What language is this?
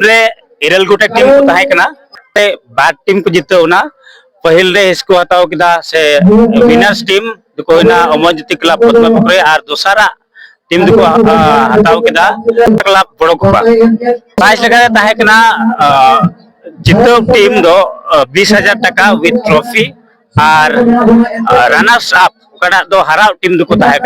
Santali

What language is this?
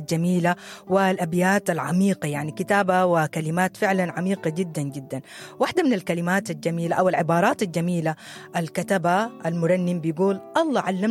Sudanese Arabic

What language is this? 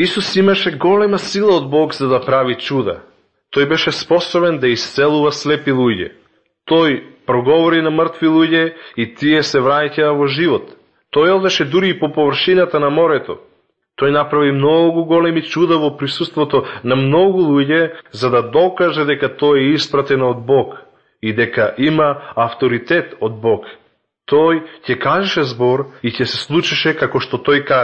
Macedonian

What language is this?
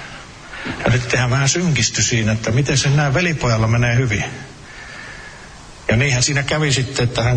Finnish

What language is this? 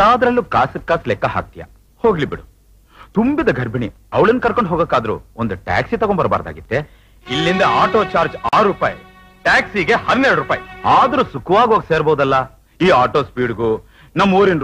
Kannada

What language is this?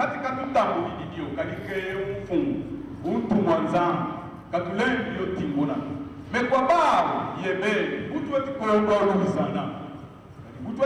Lingala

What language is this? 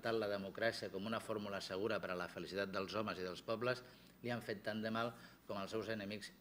Catalan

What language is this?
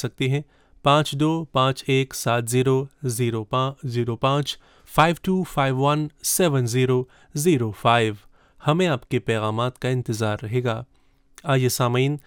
Urdu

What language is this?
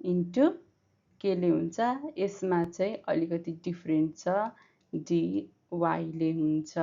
Nepali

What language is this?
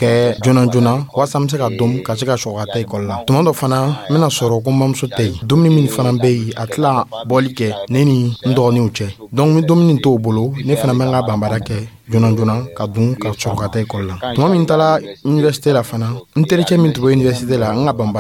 Dyula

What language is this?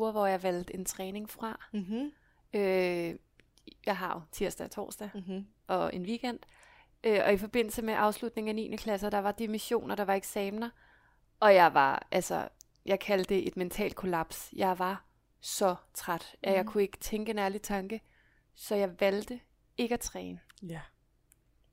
Danish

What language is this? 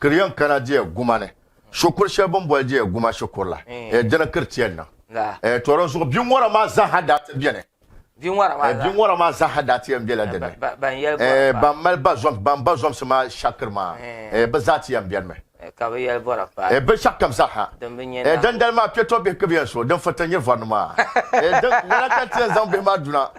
Dagbani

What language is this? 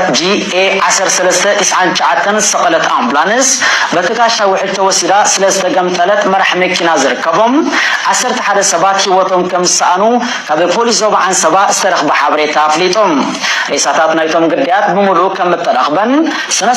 Tigrinya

